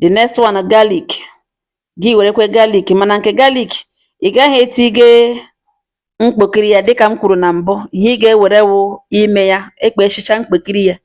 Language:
Igbo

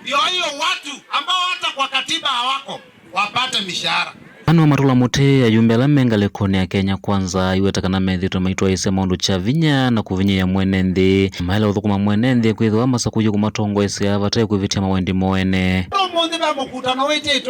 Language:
Kamba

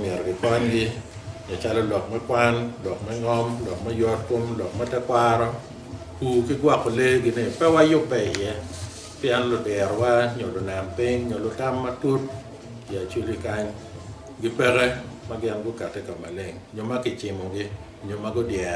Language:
Acoli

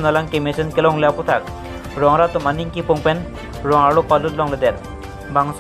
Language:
Karbi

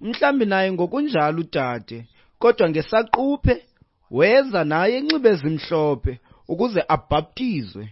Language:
Xhosa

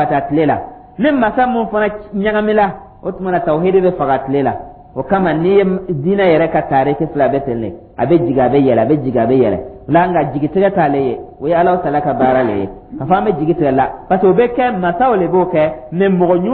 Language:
Dyula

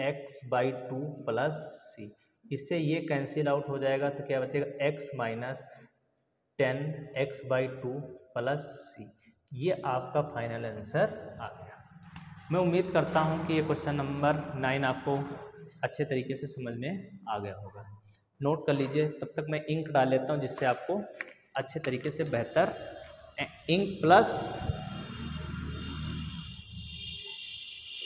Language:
Hindi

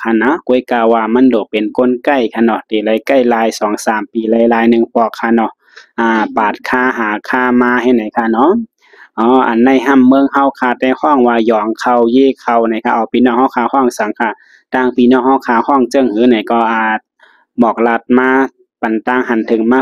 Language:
Shan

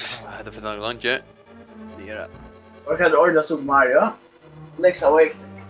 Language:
Faroese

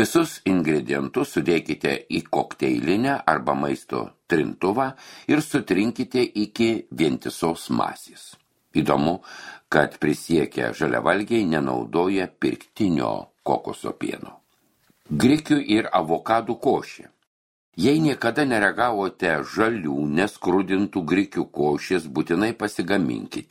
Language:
Lithuanian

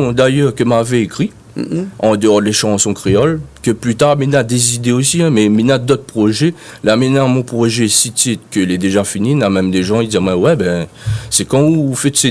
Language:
Réunion Creole French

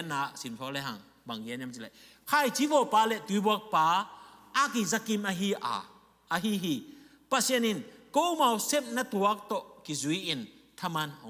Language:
Tedim Chin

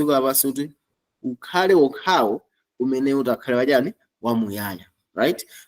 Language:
Nyanja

